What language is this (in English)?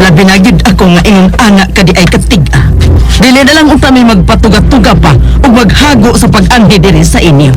Cebuano